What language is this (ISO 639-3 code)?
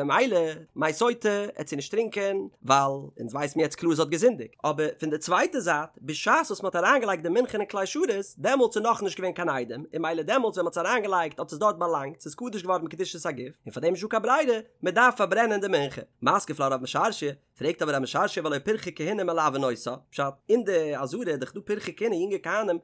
yid